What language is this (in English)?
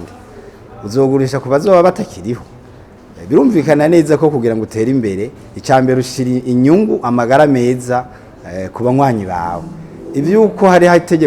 Rundi